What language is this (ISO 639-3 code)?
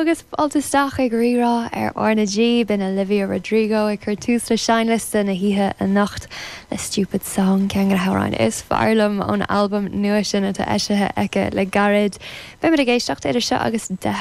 gle